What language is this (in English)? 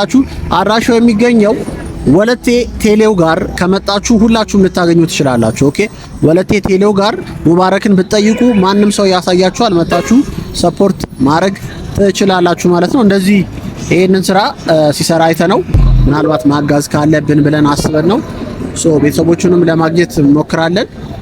Amharic